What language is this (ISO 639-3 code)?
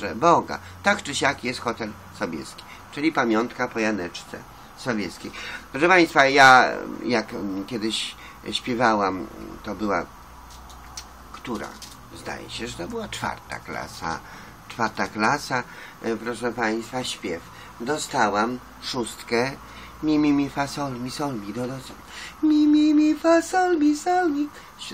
pol